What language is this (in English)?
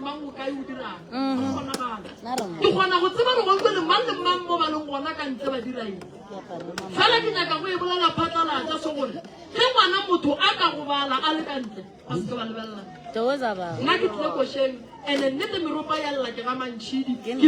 Northern Sotho